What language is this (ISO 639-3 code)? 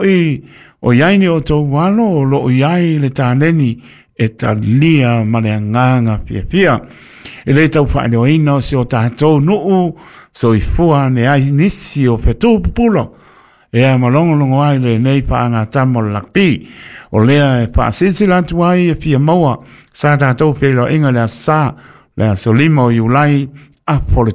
smo